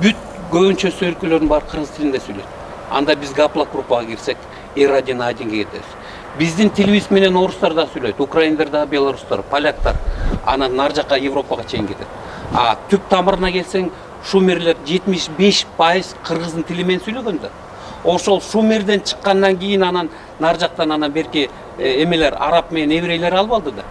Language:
Kyrgyz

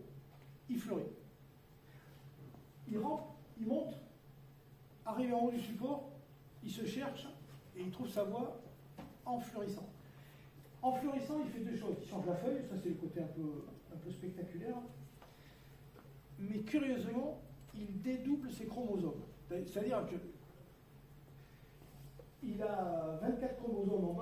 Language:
French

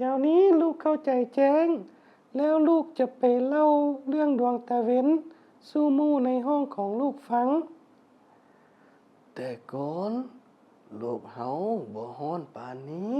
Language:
Lao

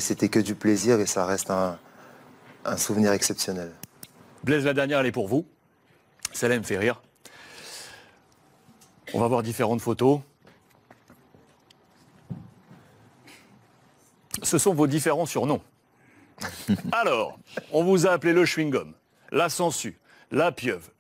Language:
French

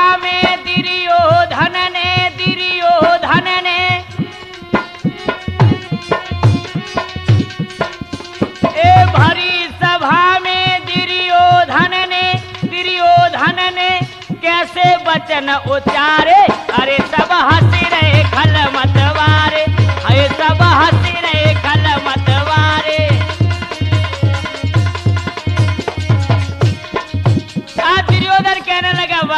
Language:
Hindi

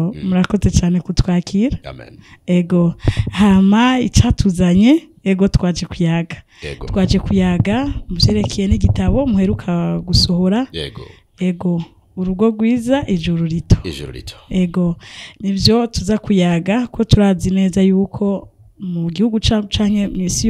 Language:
Rundi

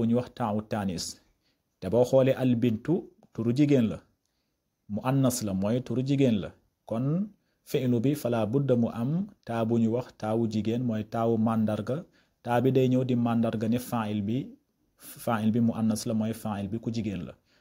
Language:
Wolof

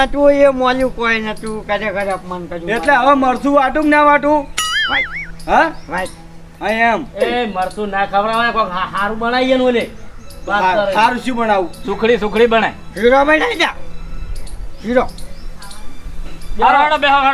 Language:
Gujarati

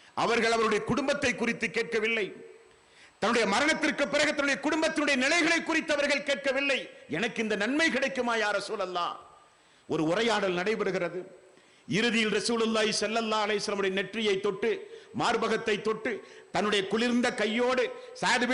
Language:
Tamil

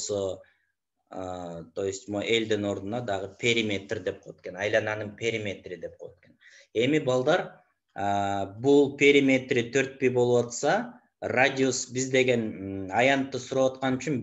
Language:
Kyrgyz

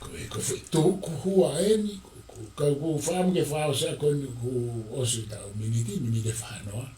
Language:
Tongan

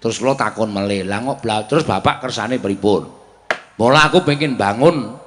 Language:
Javanese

